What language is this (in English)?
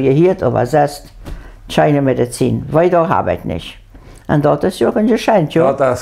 Plautdietsch